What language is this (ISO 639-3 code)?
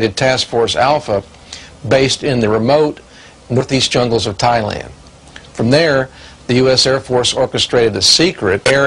eng